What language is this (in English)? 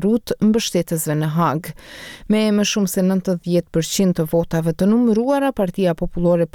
Albanian